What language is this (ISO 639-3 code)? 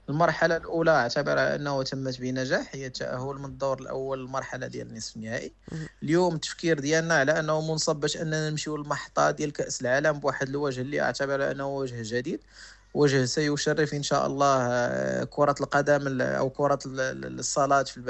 ary